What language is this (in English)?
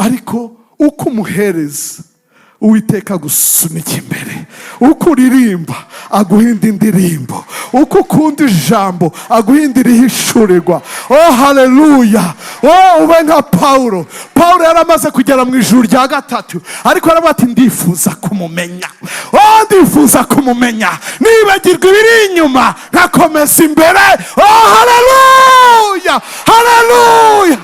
Kinyarwanda